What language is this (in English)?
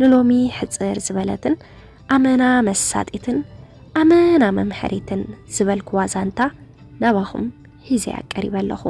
Tigrinya